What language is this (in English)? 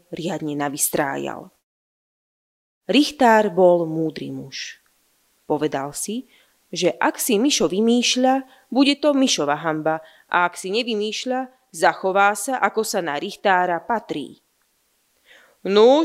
Slovak